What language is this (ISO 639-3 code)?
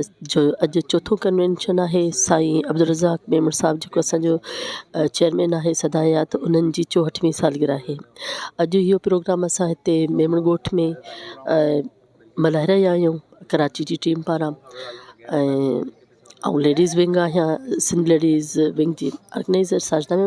snd